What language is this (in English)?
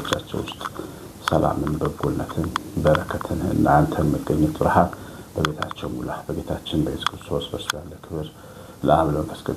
Amharic